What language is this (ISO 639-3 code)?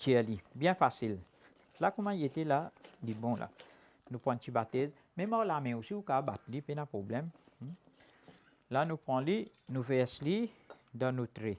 mfe